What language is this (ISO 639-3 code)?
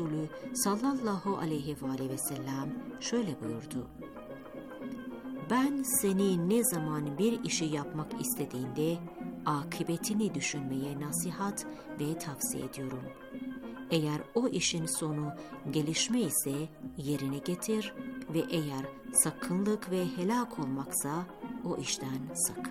tur